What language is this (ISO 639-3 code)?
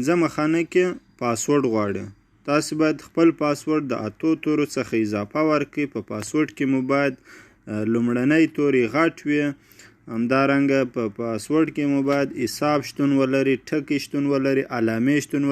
pus